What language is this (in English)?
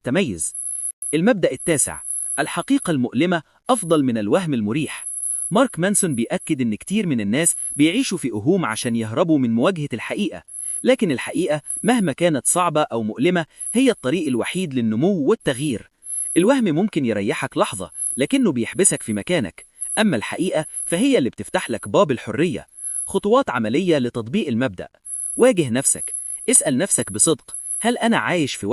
Egyptian Arabic